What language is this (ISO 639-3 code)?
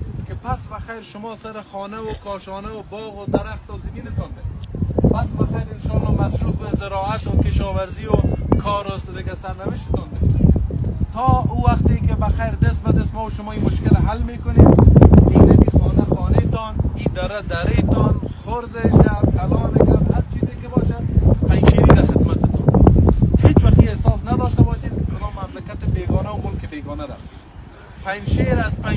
fas